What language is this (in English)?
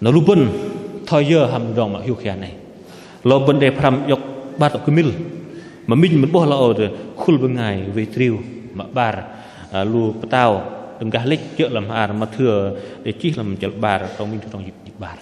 Bahnar